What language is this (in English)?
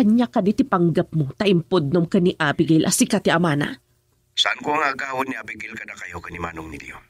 Iloko